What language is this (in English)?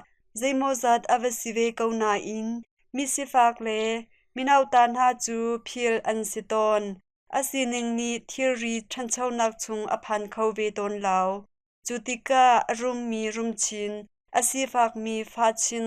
Hakha Chin